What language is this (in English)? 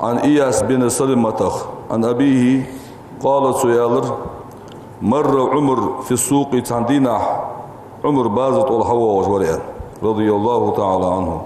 Ingush